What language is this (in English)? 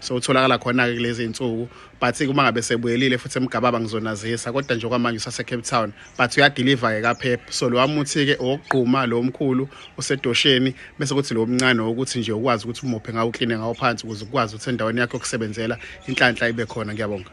Zulu